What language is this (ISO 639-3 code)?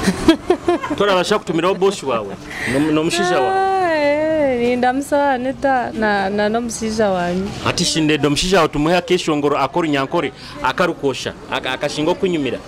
nyo